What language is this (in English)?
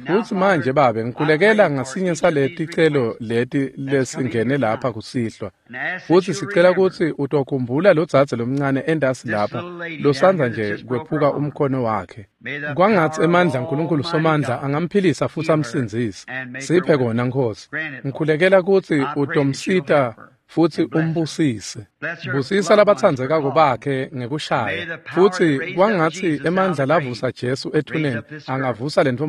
Swati